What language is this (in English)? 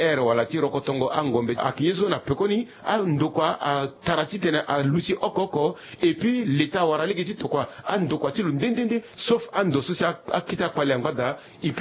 Sango